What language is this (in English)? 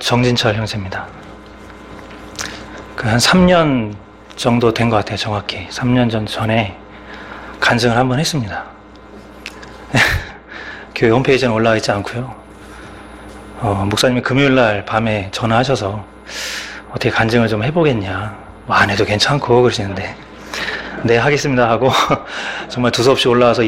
Korean